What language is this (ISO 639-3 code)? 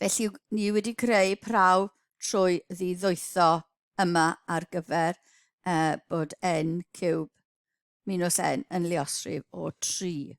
cym